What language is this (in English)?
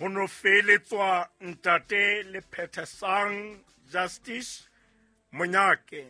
Southern Sotho